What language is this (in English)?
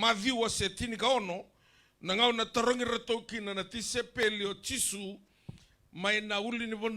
Fijian